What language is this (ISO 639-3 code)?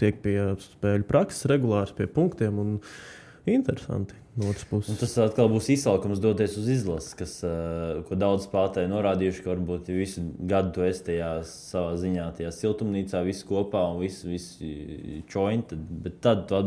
lav